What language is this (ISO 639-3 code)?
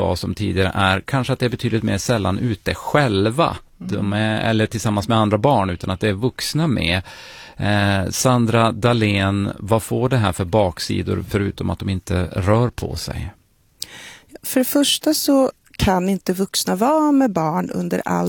swe